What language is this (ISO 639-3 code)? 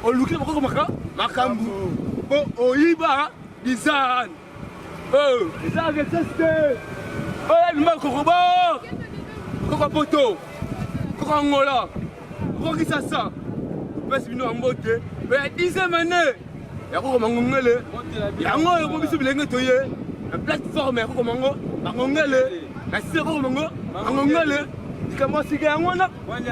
lin